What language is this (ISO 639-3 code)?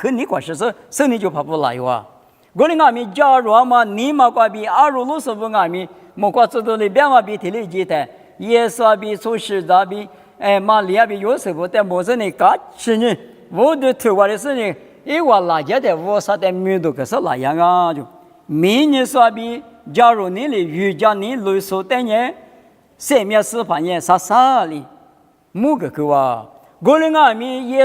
lis